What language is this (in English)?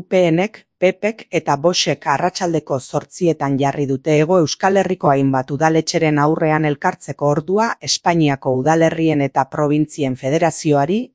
Basque